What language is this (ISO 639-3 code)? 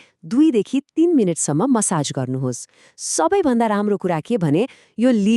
nep